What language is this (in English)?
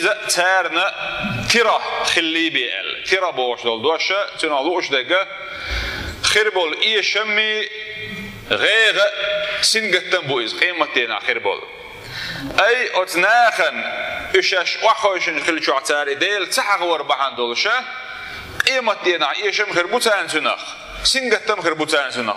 Chechen